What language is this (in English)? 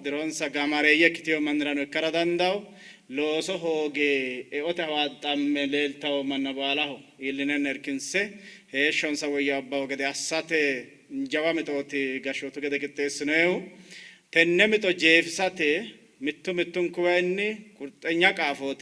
Sidamo